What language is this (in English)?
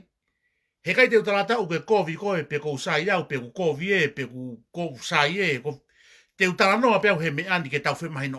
Tongan